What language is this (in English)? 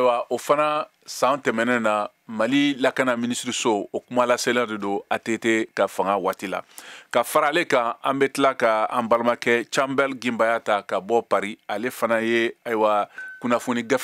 Bambara